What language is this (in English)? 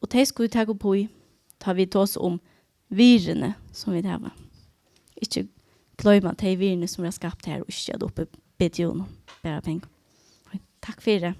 Faroese